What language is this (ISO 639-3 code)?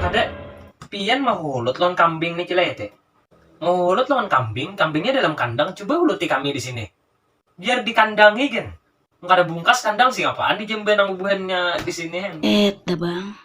bjn